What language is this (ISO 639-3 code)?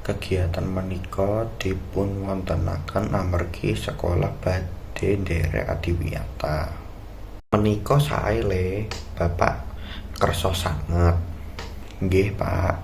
jav